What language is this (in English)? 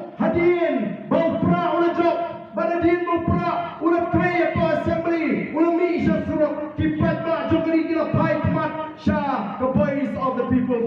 Khasi